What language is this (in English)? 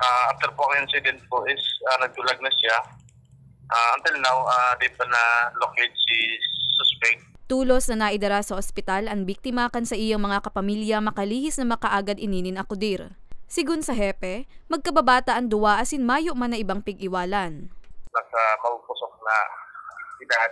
Bikol